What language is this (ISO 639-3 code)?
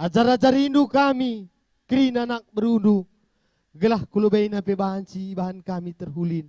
btx